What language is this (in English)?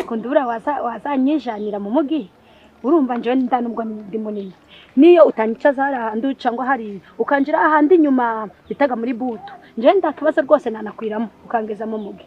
Kinyarwanda